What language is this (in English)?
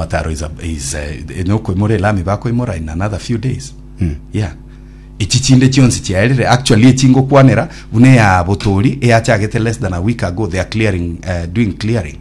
Gusii